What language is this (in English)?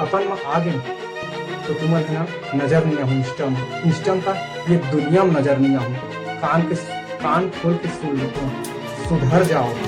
Chhattisgarhi